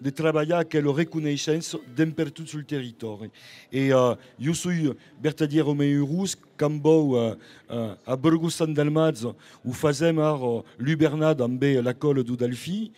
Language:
Occitan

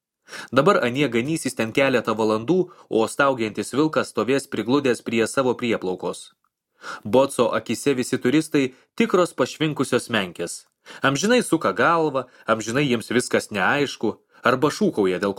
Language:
Lithuanian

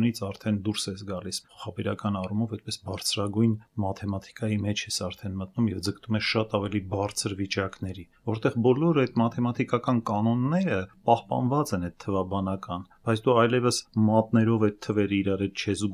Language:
Armenian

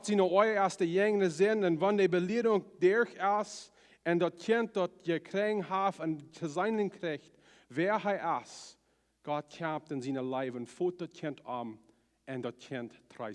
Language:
Plautdietsch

